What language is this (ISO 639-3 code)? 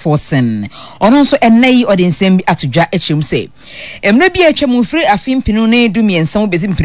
aka